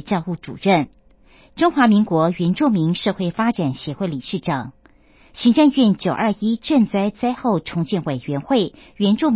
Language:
Chinese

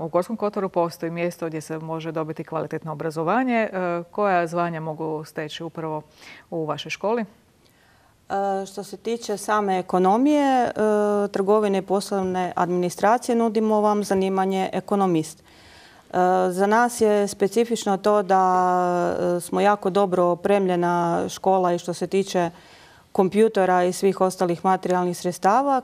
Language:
Croatian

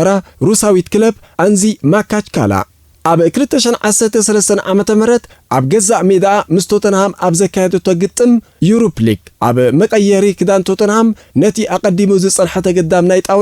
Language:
Tigrinya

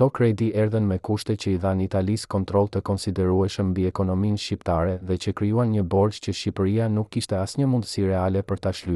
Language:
Albanian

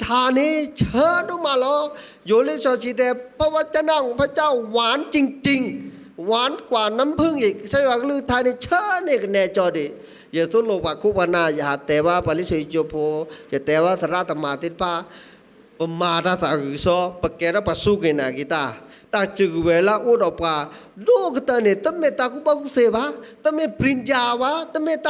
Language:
S'gaw Karen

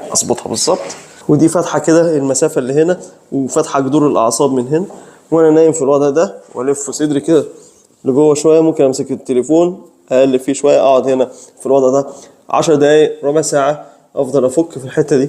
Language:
Egyptian Arabic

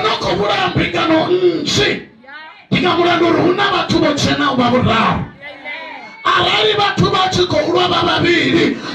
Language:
Venda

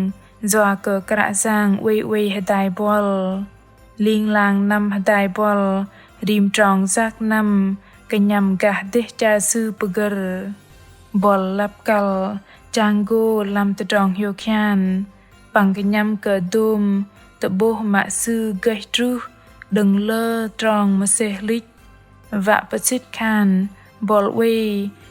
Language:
Bahnar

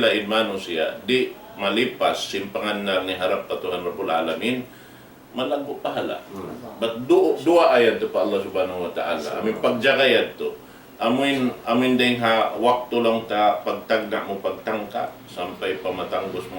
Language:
Tausug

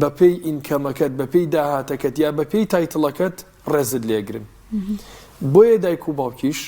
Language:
Central Kurdish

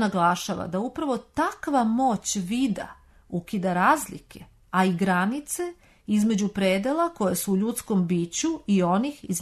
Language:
Serbian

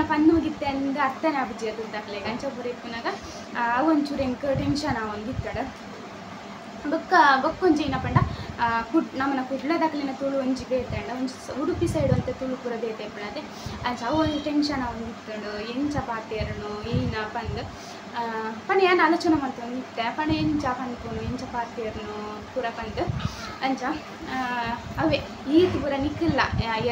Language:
Tulu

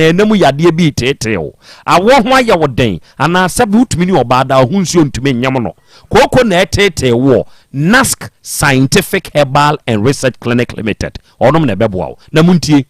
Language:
Akan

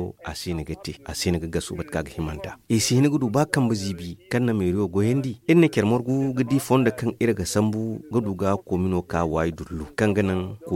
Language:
Zarma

